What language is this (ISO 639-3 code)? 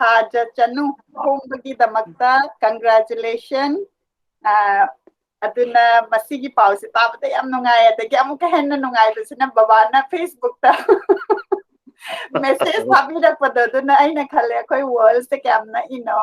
mni